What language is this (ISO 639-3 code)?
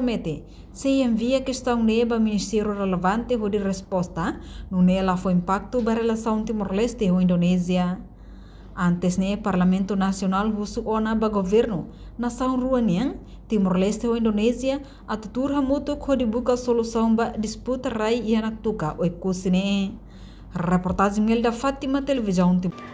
tet